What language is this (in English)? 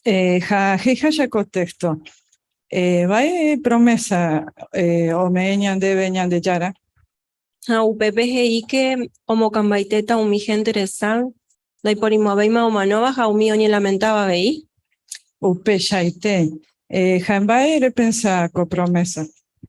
Guarani